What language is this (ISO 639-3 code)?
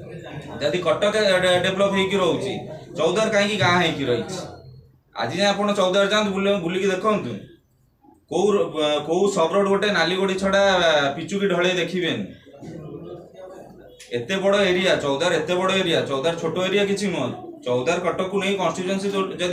ori